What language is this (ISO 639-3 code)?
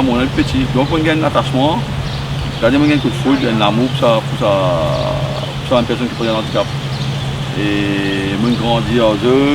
mfe